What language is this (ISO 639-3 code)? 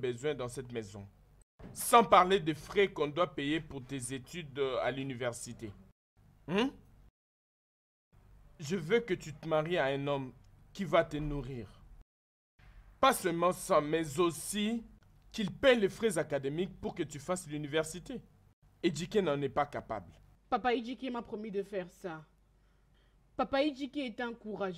fra